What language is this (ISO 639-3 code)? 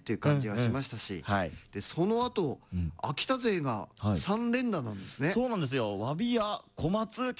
jpn